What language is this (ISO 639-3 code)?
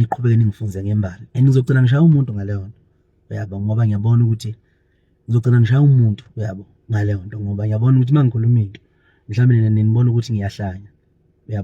zul